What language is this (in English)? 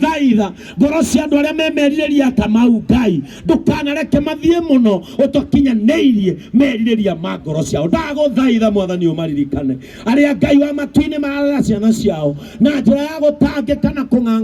Kikuyu